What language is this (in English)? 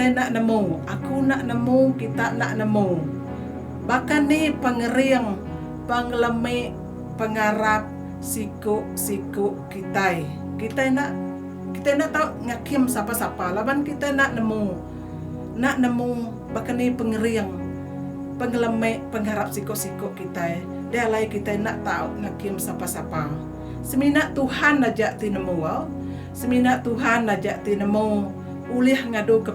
Iban